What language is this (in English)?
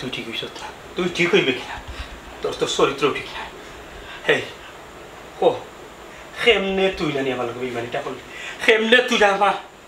Sylheti